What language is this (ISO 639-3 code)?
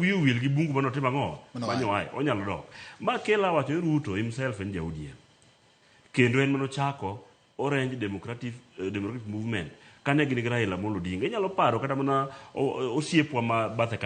luo